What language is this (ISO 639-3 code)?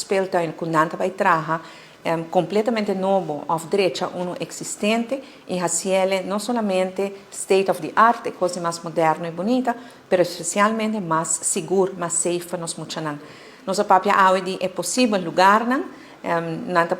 pap